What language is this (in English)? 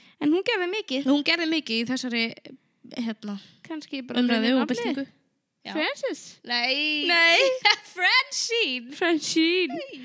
Icelandic